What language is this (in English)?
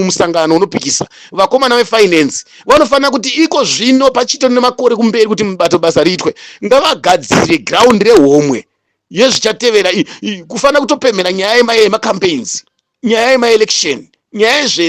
Shona